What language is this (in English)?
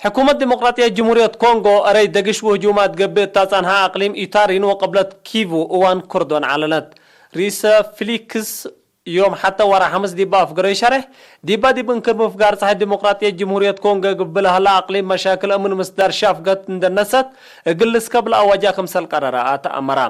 Tigre